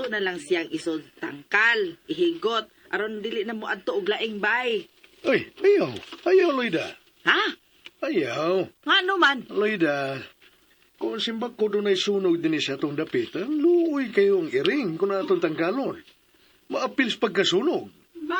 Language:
Cebuano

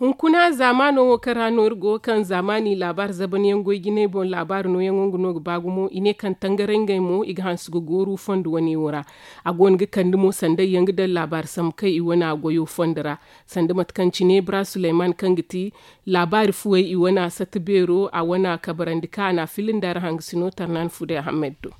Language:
Zarma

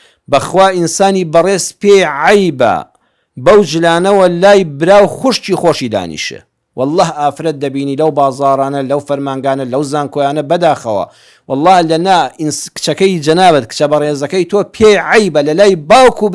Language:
Central Kurdish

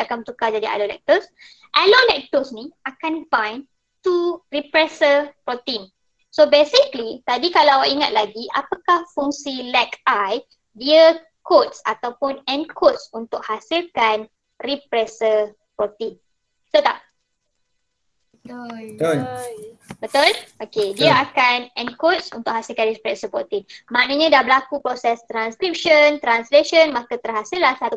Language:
Malay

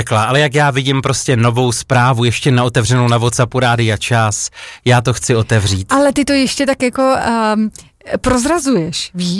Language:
Czech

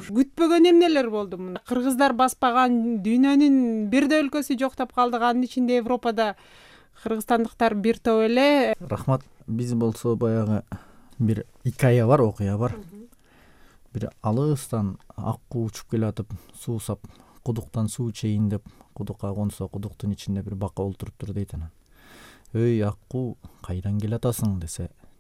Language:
Kyrgyz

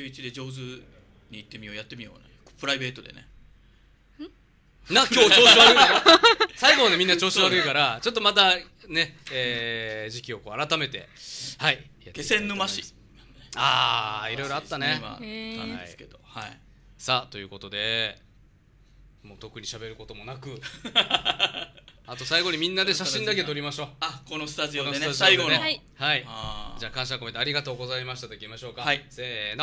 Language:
Japanese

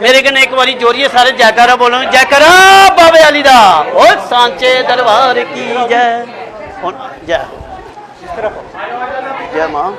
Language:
Dogri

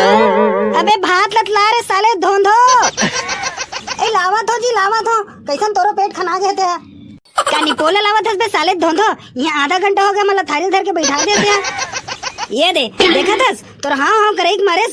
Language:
Chhattisgarhi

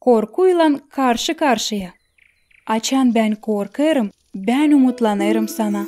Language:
Gagauz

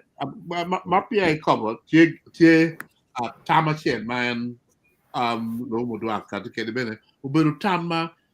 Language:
Acoli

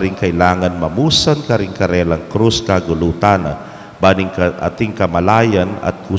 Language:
Pampanga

